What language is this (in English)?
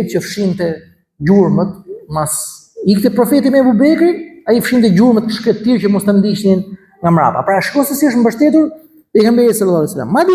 Albanian